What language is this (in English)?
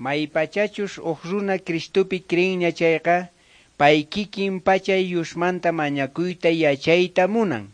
South Bolivian Quechua